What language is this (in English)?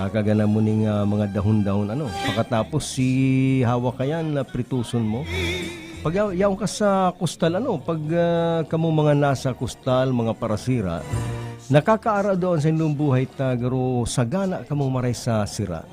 Bikol